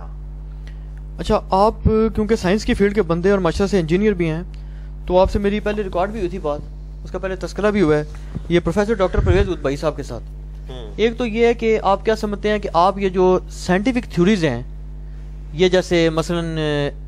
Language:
Urdu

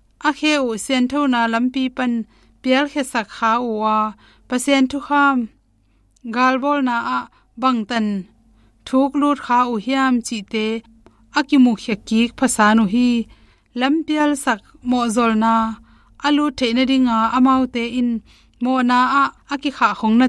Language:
Tedim Chin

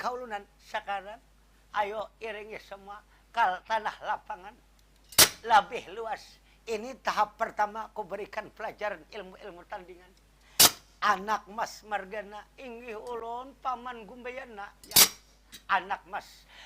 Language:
Banjar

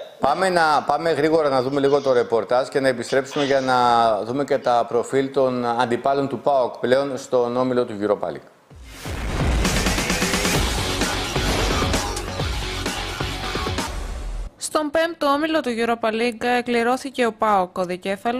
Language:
Greek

